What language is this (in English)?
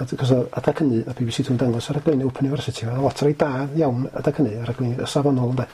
Welsh